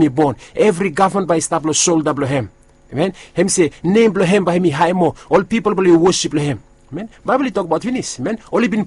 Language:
Bislama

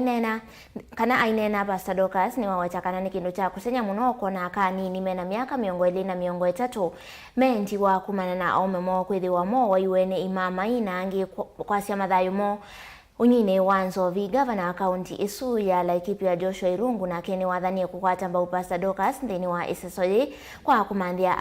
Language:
Kamba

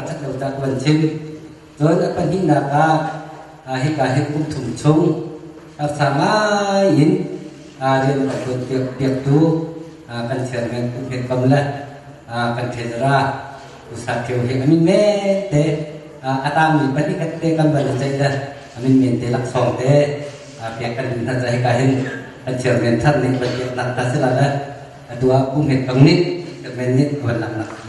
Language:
Hakha Chin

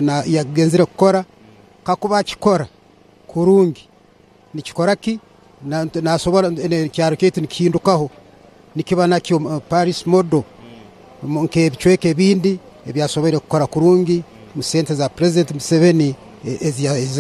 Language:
Nyankole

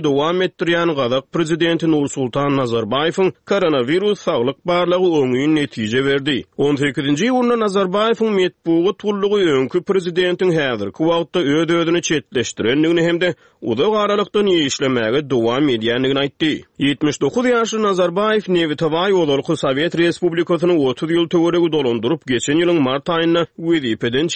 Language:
Turkmen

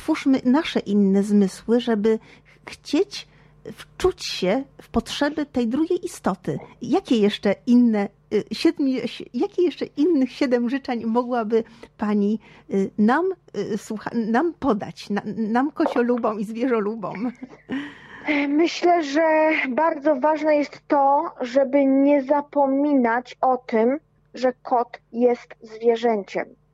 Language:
Polish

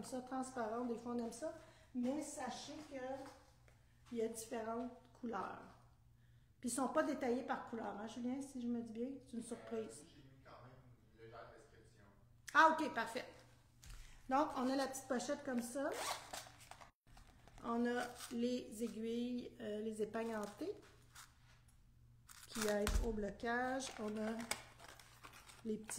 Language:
French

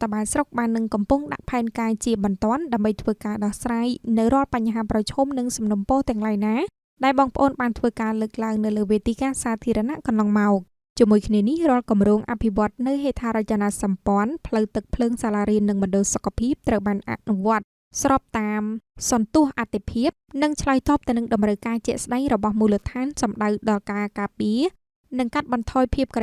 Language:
Khmer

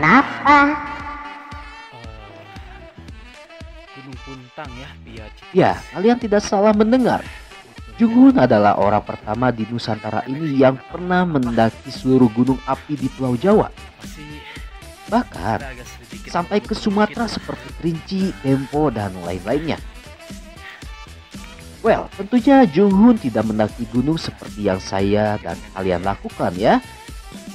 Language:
Indonesian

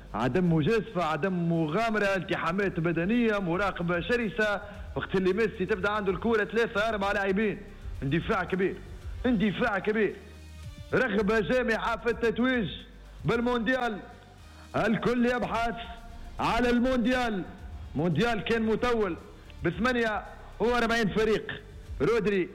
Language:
Tunisian Arabic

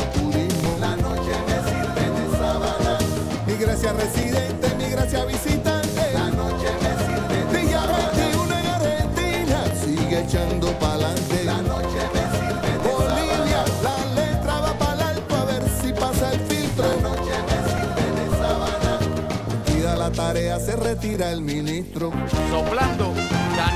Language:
Spanish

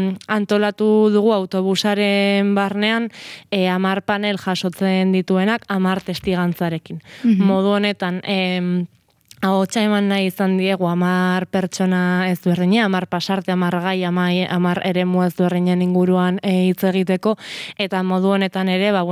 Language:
Basque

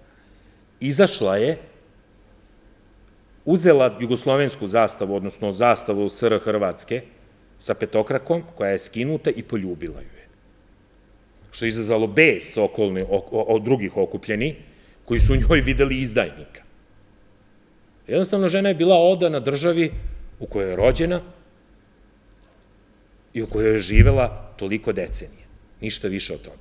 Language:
Serbian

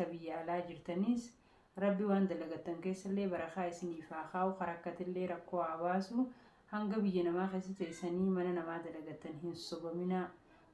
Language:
Oromo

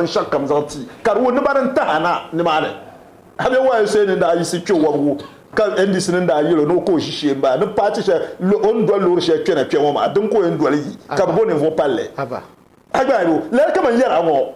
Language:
Dagbani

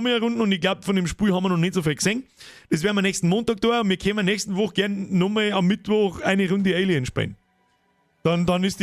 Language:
Bavarian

